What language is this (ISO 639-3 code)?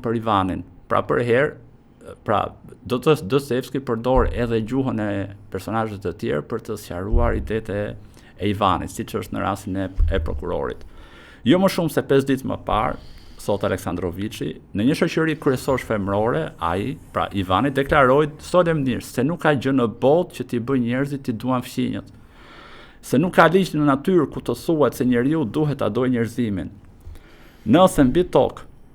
sqi